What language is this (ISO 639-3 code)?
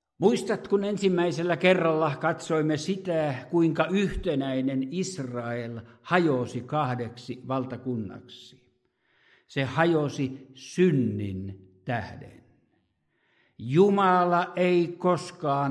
fin